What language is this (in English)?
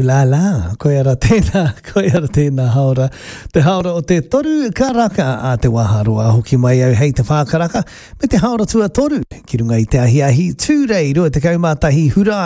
Māori